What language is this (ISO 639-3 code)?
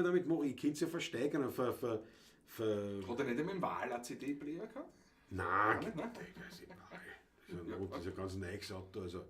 bar